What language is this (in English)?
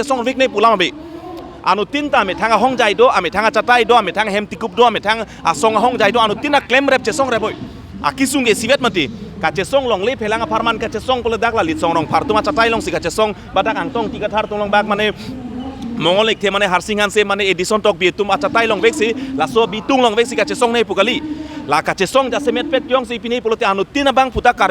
Karbi